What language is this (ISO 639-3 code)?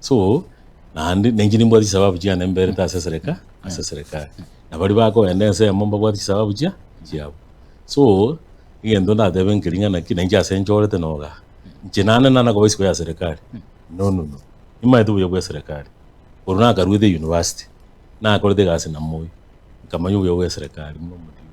guz